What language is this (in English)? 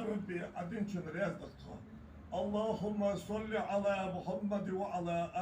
Ingush